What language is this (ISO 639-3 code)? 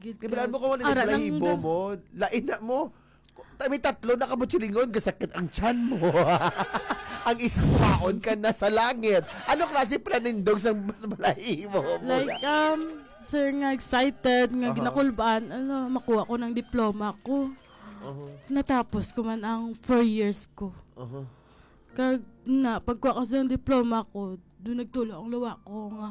hil